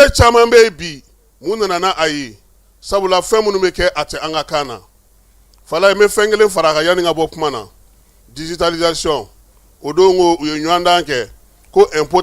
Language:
Bambara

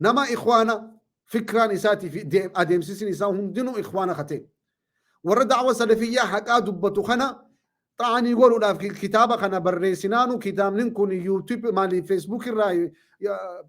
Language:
Oromo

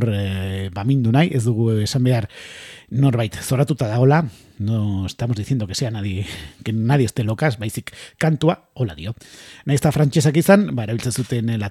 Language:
Basque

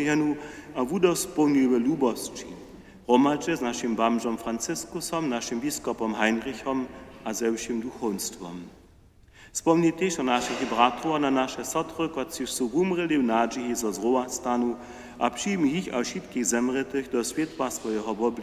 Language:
Upper Sorbian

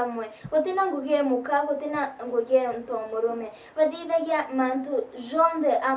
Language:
Meru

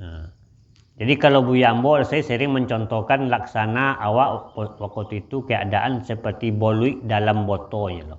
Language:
Minangkabau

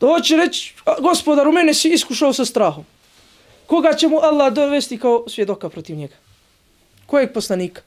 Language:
Bosnian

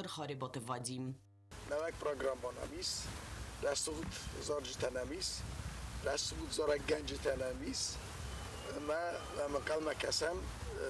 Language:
Ossetic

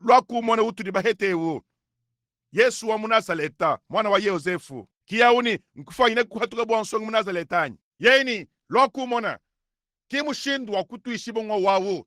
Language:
Luba-Lulua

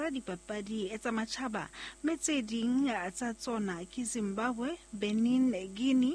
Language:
Southern Sotho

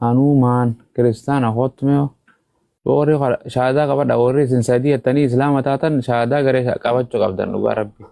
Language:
Oromo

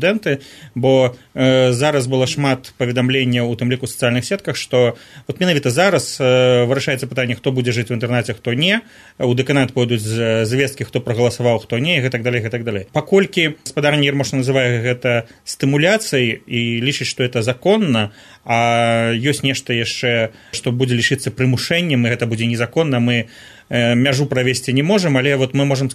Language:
Belarusian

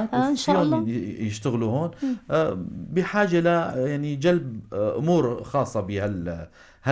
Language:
North Levantine Arabic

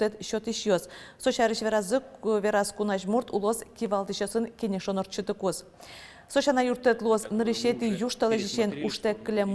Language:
Udmurt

